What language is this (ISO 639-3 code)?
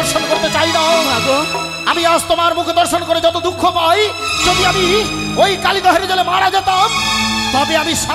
ben